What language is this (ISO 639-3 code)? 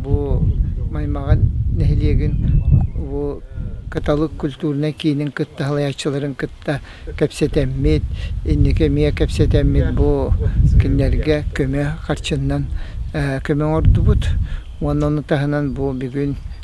sah